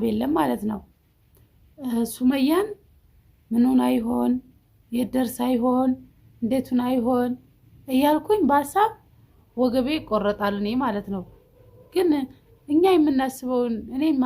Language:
Amharic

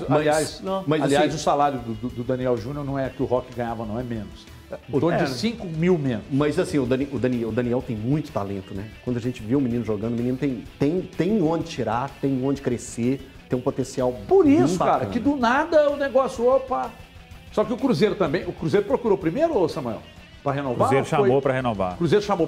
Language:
Portuguese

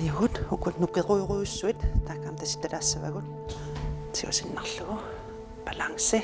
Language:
Kalaallisut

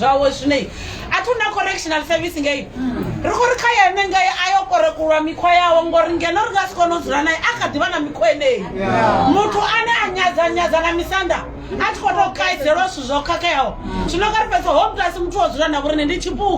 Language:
Venda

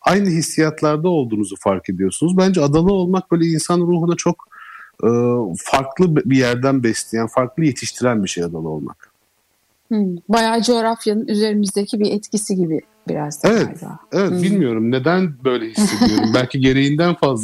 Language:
Turkish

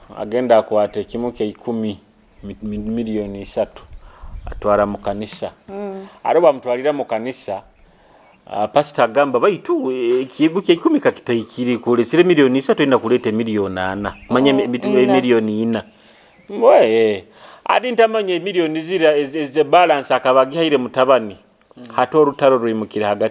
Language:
Nyoro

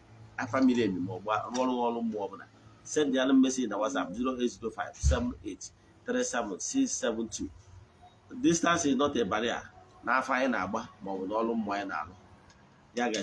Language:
Igbo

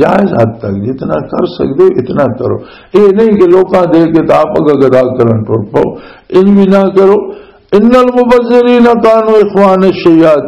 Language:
Western Panjabi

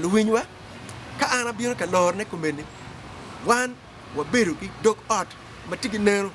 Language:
Acoli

